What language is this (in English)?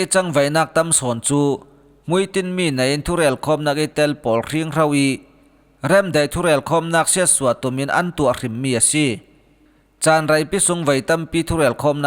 Falam Chin